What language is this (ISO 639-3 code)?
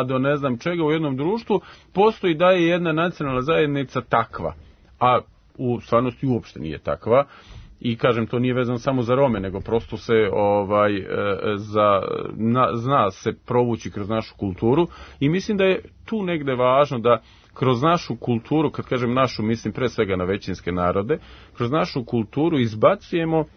srp